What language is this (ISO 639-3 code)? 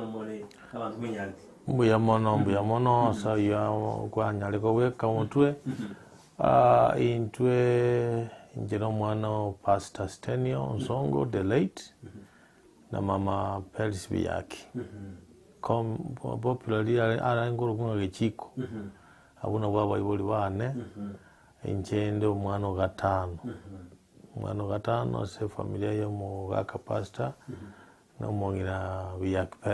guz